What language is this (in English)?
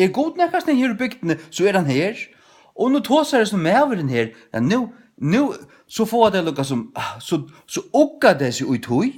Faroese